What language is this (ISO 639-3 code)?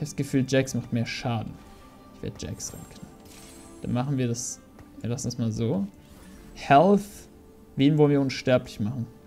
deu